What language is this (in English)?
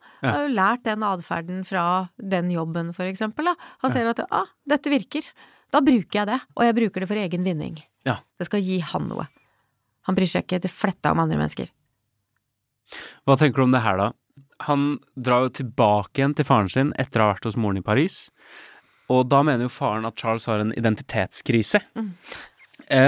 Norwegian